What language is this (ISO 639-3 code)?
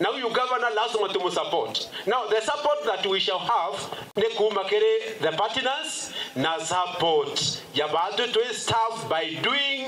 mer